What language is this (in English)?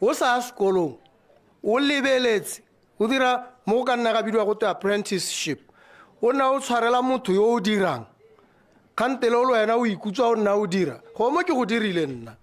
Tswana